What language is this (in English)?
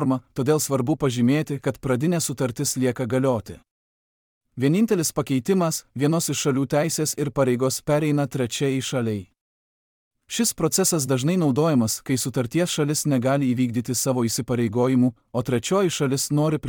Lithuanian